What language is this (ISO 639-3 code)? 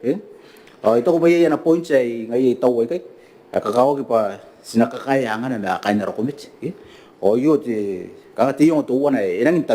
gil